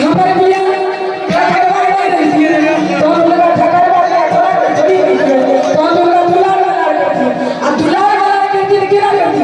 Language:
Maithili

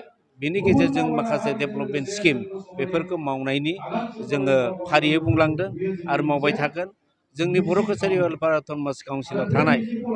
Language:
Bodo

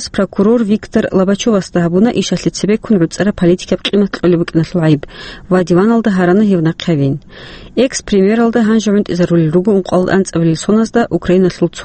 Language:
Avaric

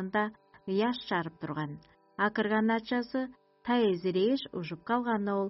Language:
Tuvinian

